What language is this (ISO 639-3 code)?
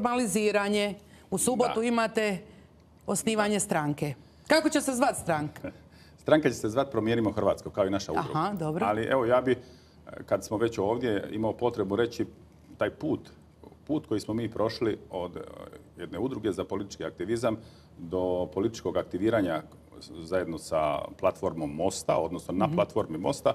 hrv